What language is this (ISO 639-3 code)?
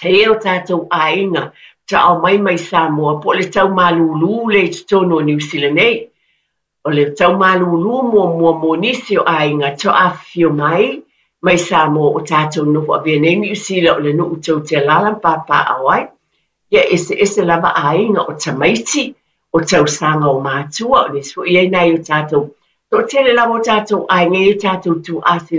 smo